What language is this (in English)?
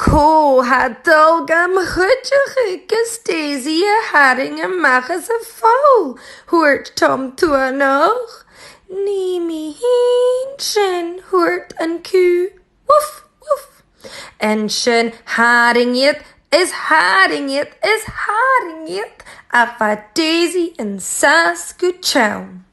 Scottish Gaelic